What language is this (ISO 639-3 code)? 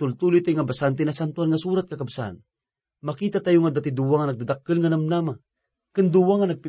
ilo